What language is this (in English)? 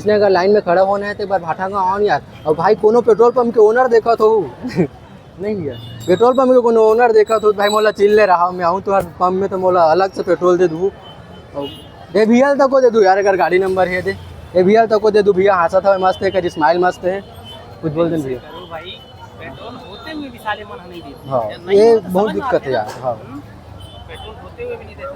Chhattisgarhi